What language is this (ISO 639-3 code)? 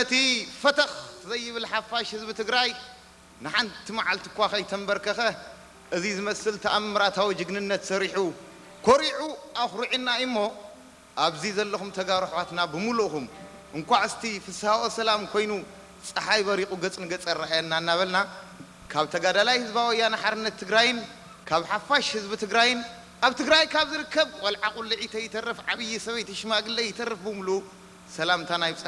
tir